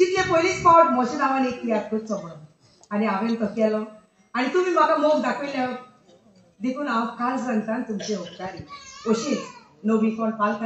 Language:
Konkani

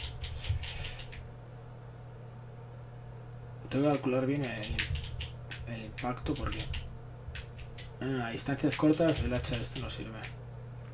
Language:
Spanish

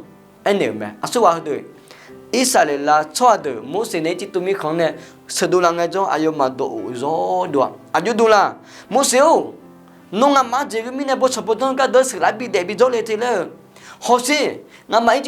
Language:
Akha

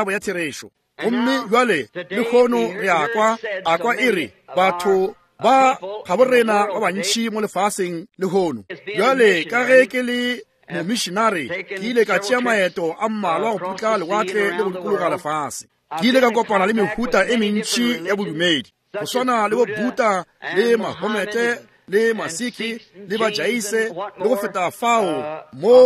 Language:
Northern Sotho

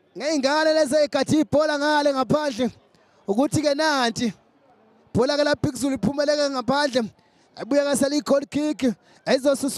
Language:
Zulu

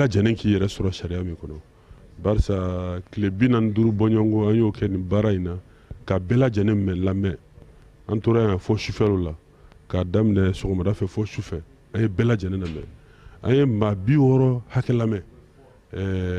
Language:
Bambara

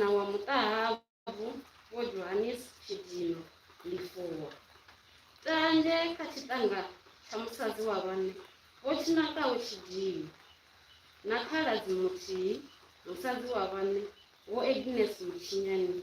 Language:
Venda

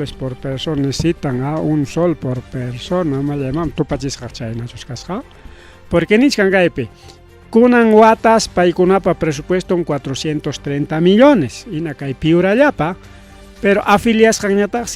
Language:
Ayacucho Quechua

